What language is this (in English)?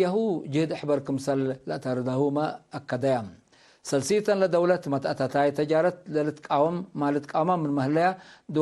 Tigre